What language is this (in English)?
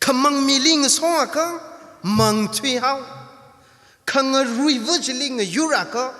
Tangkhul Naga (India)